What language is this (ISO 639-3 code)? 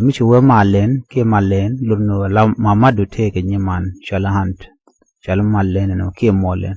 nus